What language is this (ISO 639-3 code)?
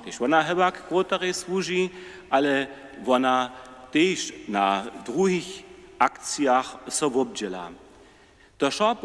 hsb